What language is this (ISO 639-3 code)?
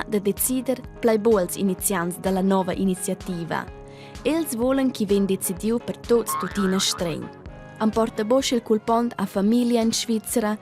roh